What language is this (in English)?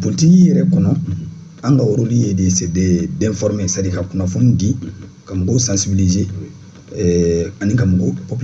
Bambara